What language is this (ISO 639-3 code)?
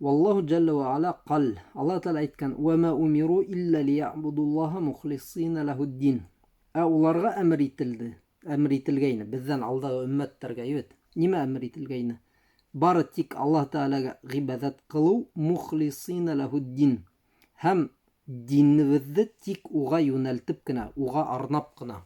bak